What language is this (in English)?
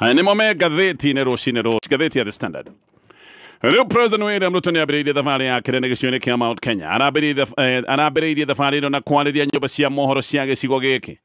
Kikuyu